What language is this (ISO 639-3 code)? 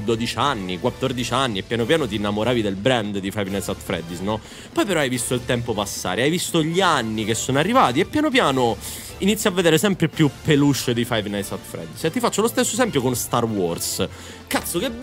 ita